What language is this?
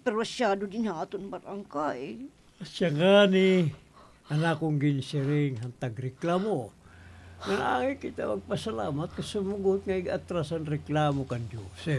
Waray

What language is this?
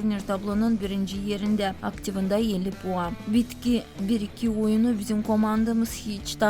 Gagauz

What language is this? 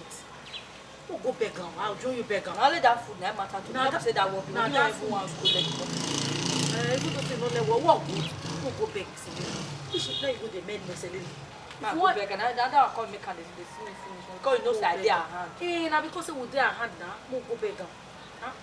Nigerian Pidgin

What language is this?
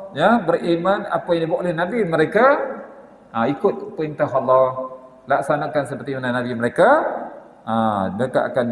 Malay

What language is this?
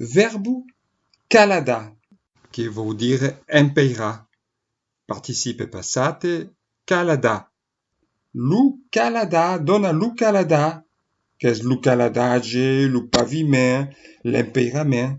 Occitan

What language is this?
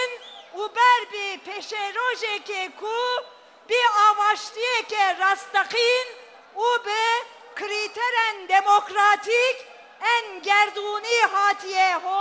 Kurdish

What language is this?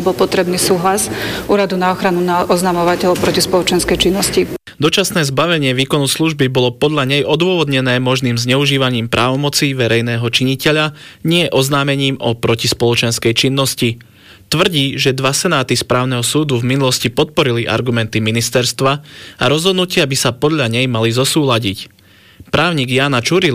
Slovak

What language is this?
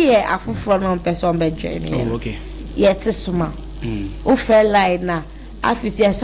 Akan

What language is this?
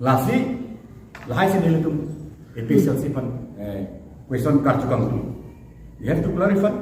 Karbi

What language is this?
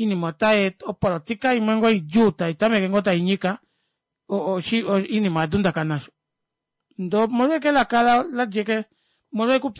Kuanyama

